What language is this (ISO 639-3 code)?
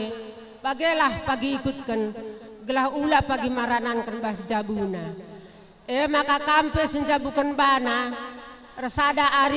btx